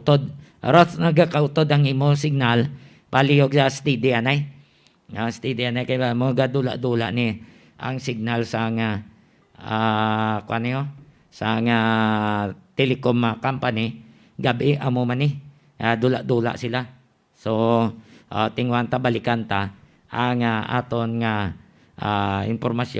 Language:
Hiligaynon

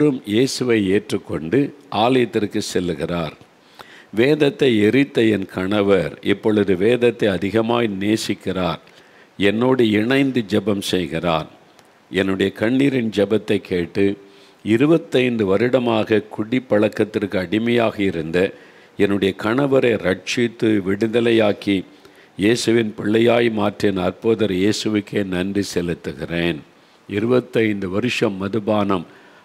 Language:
Tamil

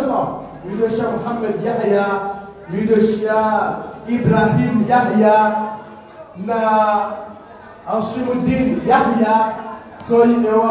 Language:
Swahili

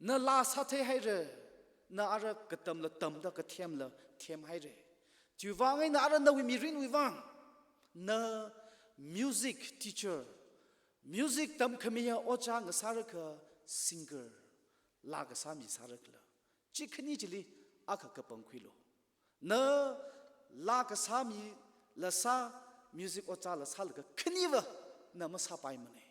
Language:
Tangkhul Naga (India)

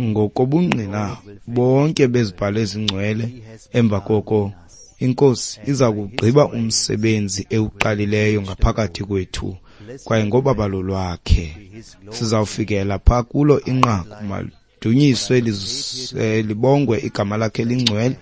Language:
Xhosa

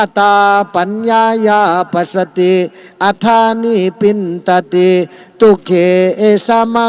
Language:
Shan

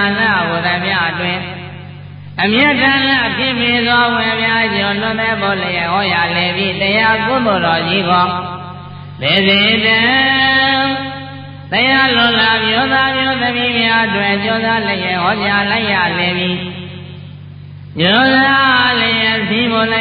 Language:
Burmese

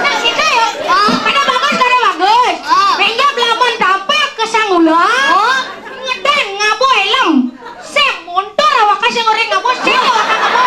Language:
Balinese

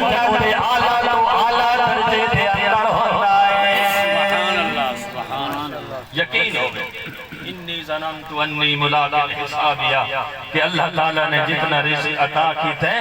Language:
Saraiki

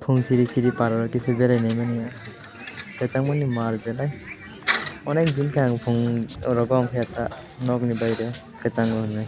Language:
Kok Borok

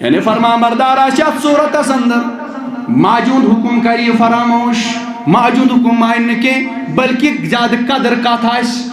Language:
Kashmiri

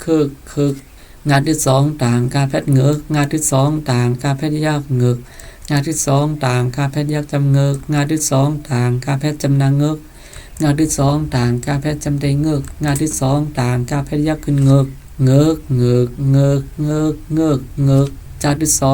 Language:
Shan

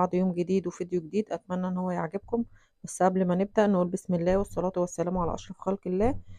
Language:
Egyptian Arabic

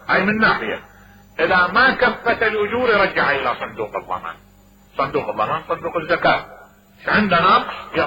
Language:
Mesopotamian Arabic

